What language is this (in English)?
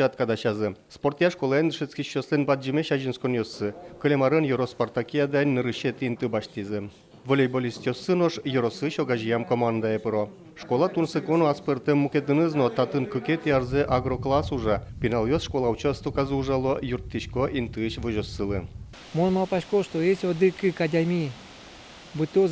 Udmurt